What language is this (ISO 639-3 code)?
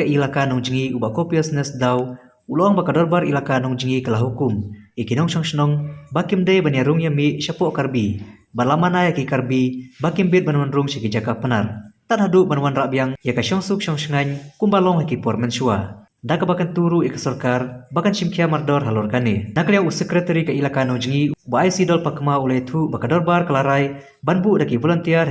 kha